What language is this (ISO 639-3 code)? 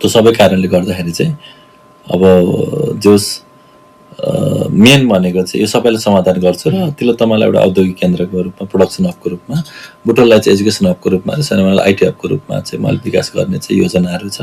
nep